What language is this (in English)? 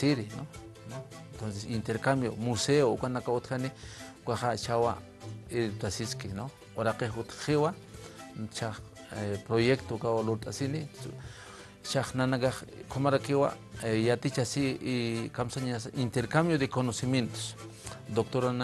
Aymara